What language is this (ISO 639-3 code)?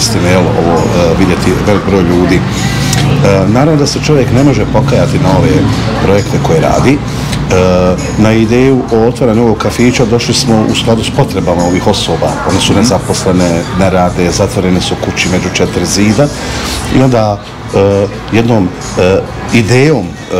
bos